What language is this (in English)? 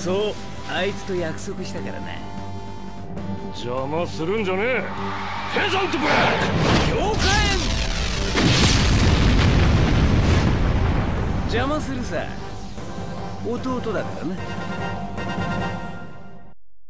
Japanese